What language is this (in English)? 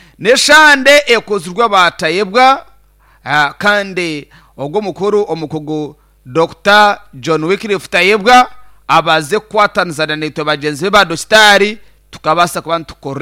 Nyankole